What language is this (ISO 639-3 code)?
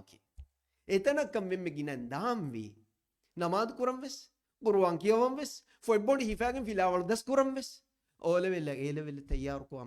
div